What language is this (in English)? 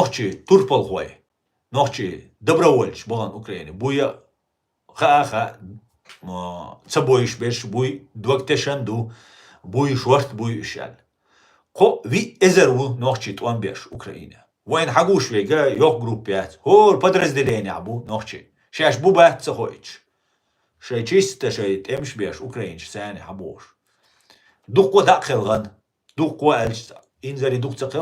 Chechen